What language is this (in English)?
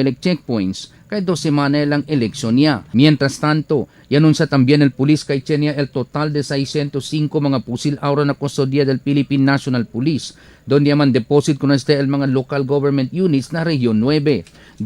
Chavacano